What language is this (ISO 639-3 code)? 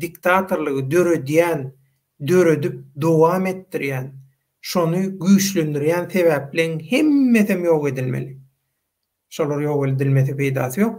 tuk